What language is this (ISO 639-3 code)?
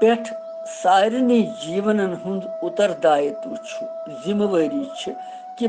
kas